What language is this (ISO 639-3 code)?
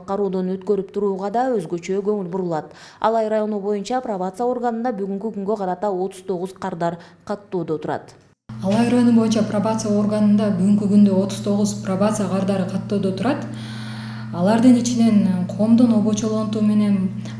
kir